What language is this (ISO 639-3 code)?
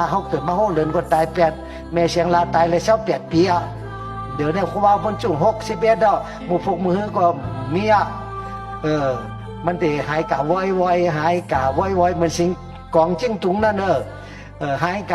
shn